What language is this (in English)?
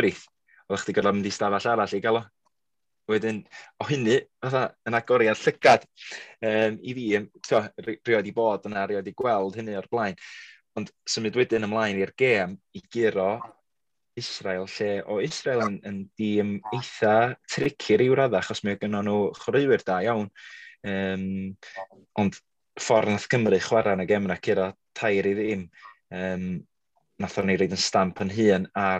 Welsh